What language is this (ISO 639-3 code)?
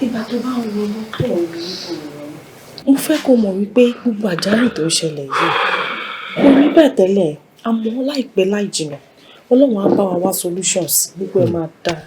yor